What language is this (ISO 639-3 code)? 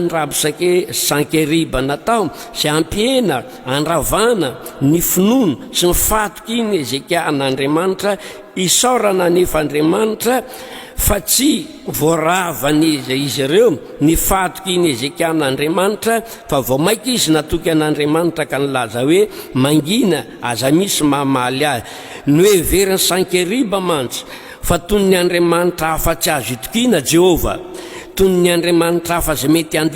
mlg